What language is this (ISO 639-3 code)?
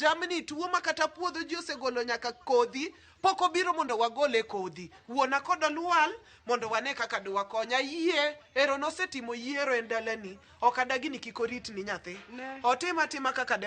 luo